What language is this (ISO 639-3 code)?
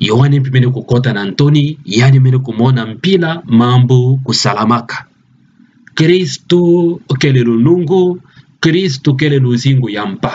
ktu